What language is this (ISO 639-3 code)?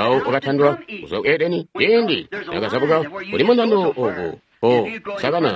toi